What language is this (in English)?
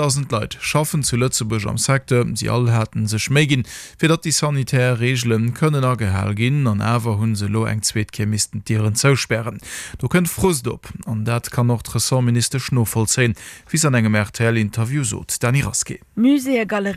Luxembourgish